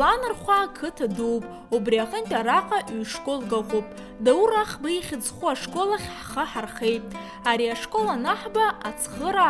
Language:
Abkhazian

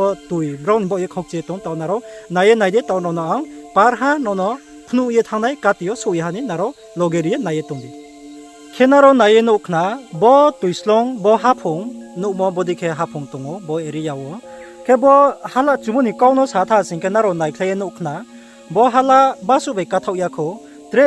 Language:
Riang (India)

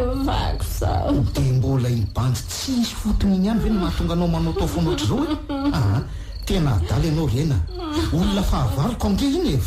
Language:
Malagasy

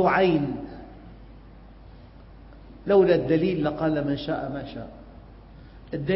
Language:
Arabic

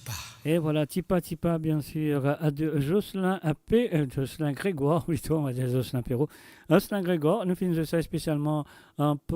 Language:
Morisyen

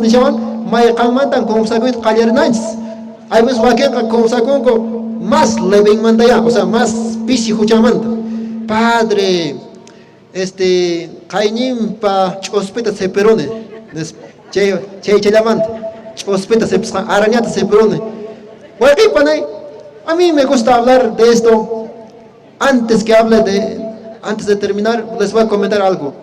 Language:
Quechua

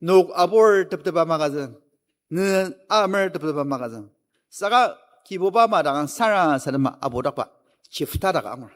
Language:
Ao Naga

